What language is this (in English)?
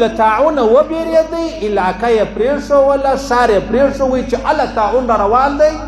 Pashto